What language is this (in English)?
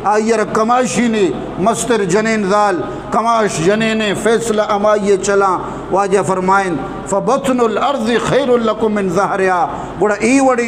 Eastern Balochi